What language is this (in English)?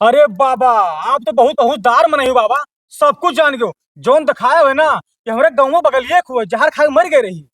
Awadhi